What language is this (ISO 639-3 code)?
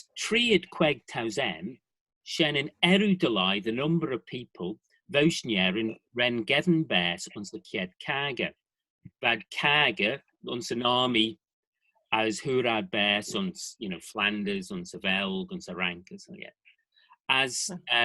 glv